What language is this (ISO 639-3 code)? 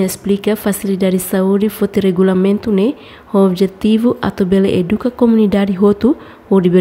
tet